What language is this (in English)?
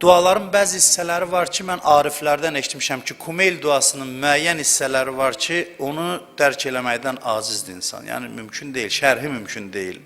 Azerbaijani